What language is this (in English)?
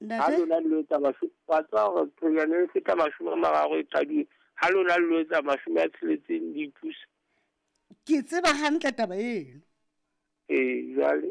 Southern Sotho